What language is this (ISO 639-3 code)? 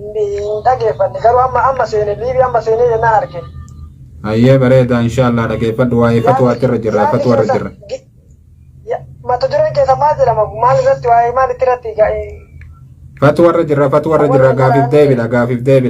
orm